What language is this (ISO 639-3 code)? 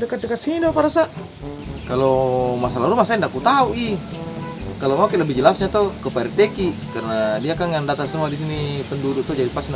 mfp